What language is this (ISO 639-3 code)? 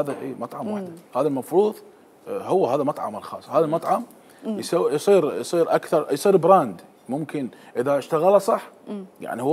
acm